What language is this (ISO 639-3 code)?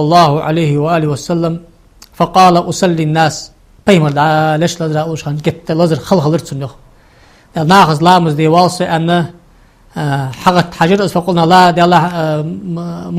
inh